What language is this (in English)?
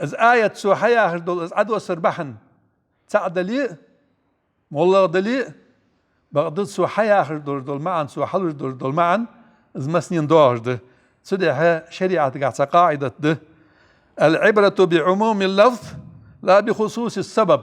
Ingush